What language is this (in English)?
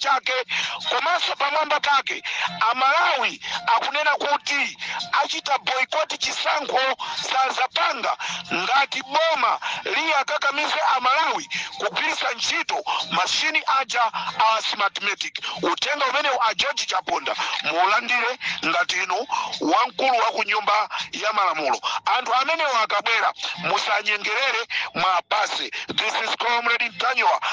Nyanja